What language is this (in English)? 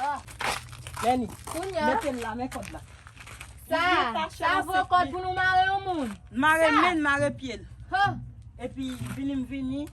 Haitian Creole